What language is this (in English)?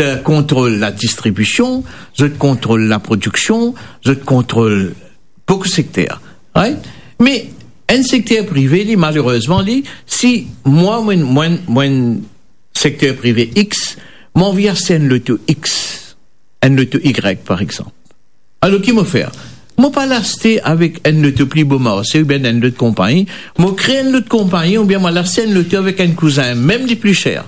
Morisyen